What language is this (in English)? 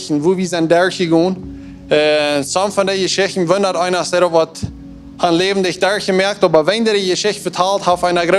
Plautdietsch